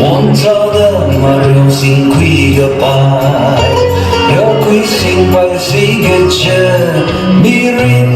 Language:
Tangkhul Naga (India)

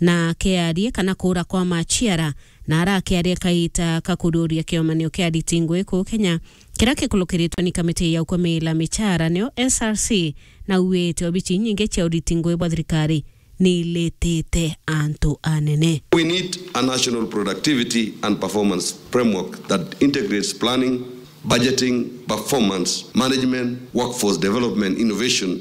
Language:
Meru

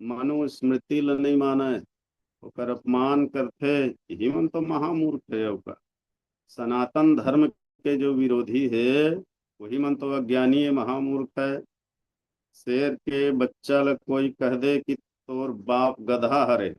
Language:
Chhattisgarhi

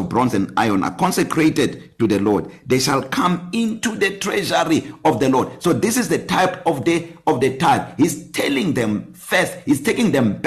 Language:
English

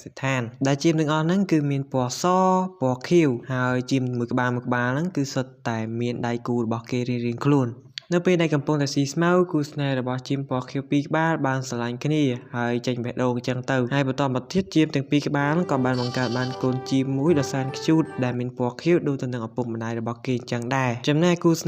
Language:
Khmer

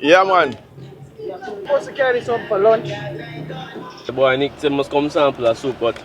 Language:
Jamaican Creole English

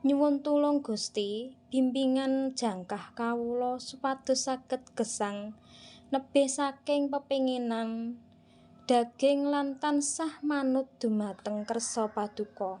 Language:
Javanese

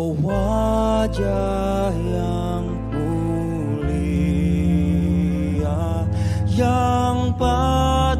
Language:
Batak Simalungun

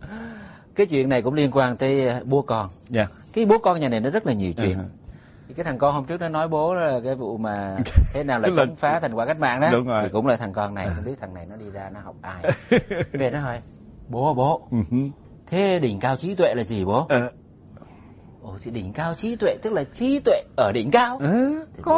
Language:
Vietnamese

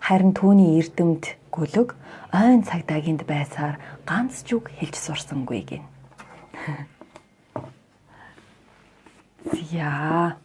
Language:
Mongolian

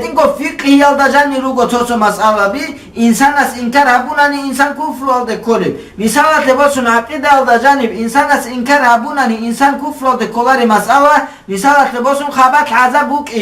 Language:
Avaric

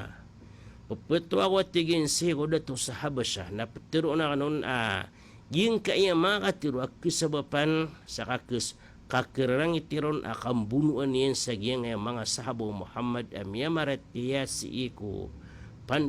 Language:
Maranao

